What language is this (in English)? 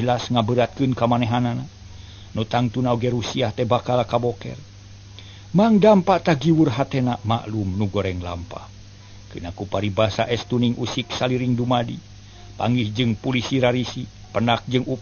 Sundanese